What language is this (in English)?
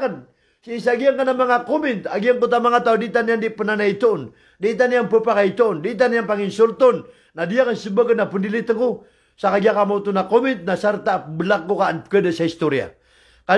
Maranao